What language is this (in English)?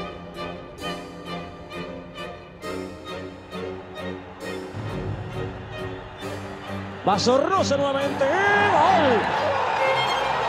Spanish